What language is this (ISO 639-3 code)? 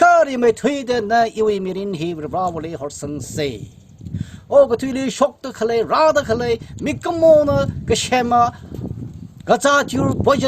nmf